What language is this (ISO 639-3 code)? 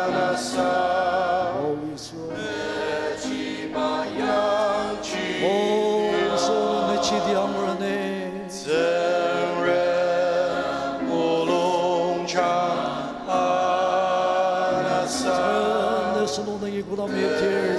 njo